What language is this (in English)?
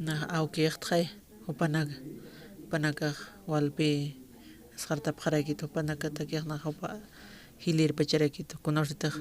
Aymara